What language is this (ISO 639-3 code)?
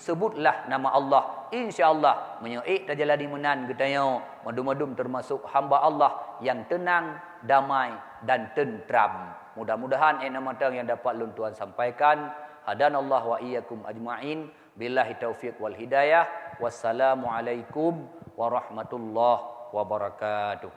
ace